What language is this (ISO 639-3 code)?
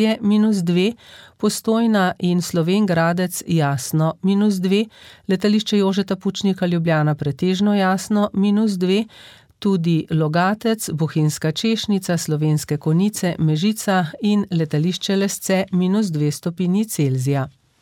slv